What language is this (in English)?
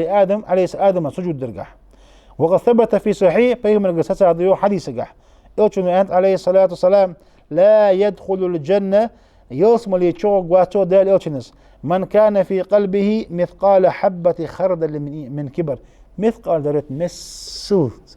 Ingush